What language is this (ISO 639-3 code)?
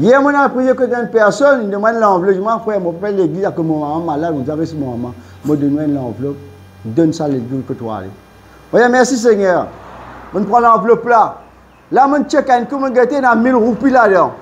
mfe